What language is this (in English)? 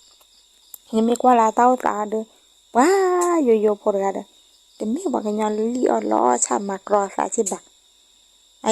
S'gaw Karen